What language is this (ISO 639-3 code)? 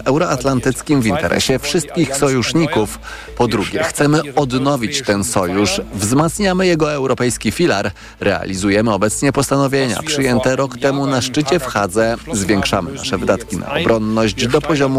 pol